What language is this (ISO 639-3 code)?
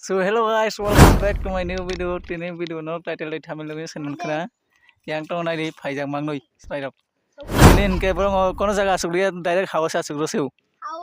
trp